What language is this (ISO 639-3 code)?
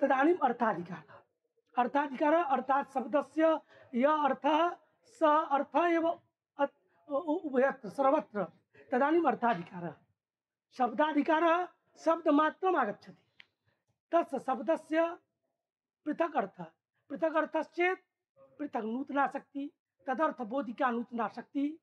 san